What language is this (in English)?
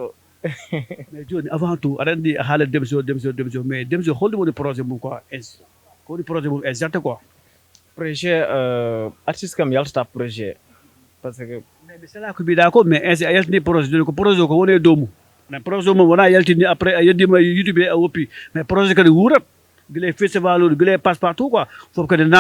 Fula